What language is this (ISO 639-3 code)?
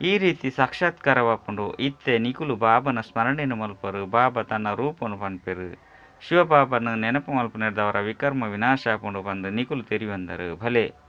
tcy